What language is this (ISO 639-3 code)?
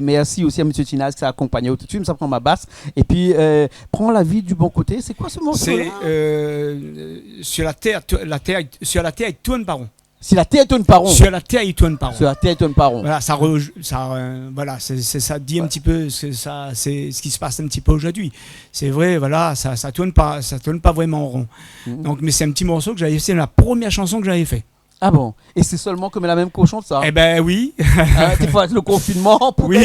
rcf